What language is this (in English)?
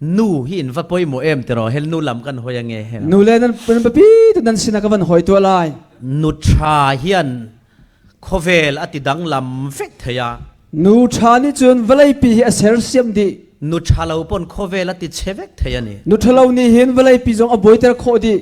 Falam Chin